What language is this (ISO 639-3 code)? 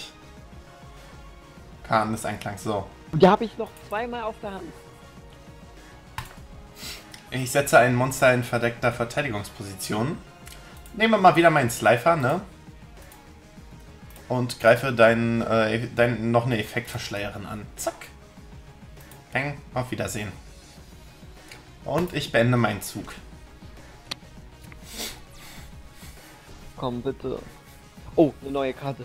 deu